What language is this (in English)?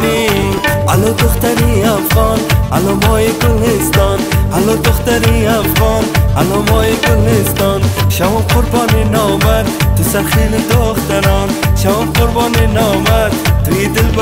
Persian